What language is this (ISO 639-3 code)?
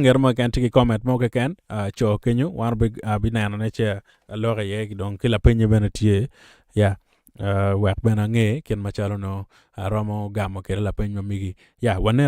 ach